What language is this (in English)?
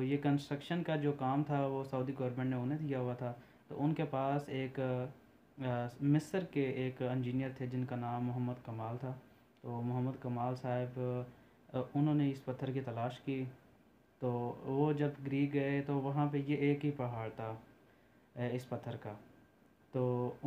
Urdu